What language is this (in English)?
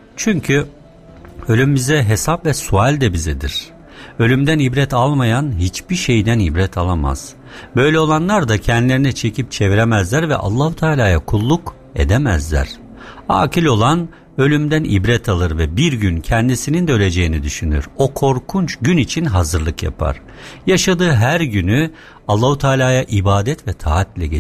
Turkish